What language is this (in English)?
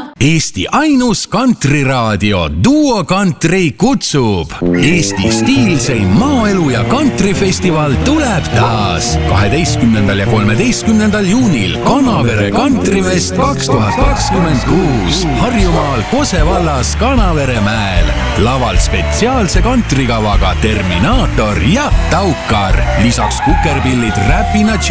Estonian